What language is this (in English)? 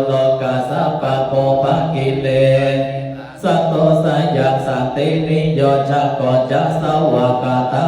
Pali